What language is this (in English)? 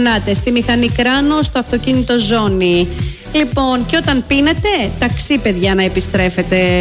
Greek